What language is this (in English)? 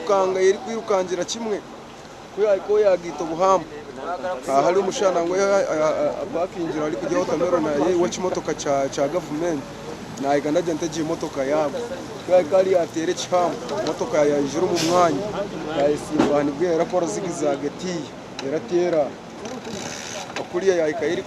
Nyankole